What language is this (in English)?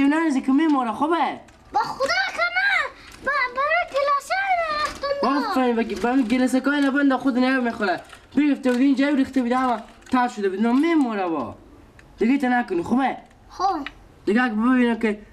Persian